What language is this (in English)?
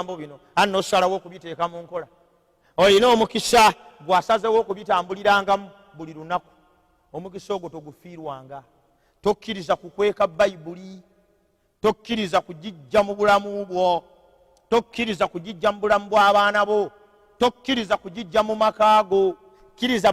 Ganda